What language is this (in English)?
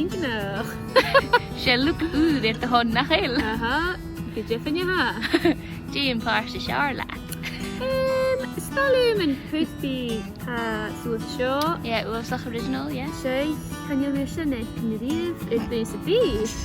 Scottish Gaelic